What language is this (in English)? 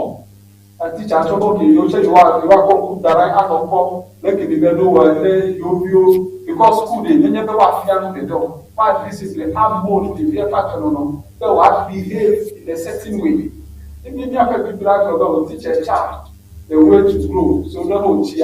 Ewe